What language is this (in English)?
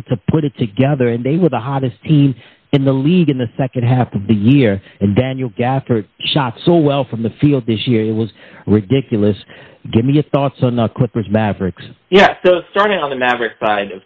English